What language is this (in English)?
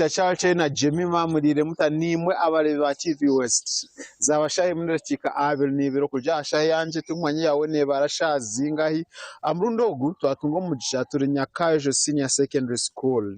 Nyankole